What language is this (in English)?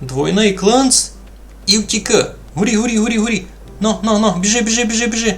Rusyn